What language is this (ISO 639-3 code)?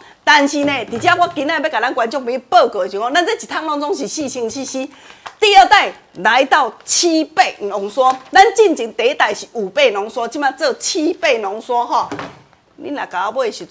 nan